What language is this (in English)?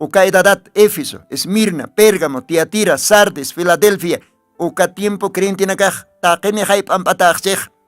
Aymara